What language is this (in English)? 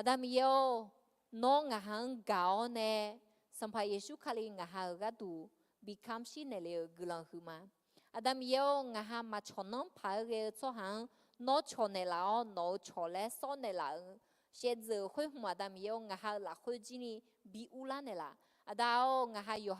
Akha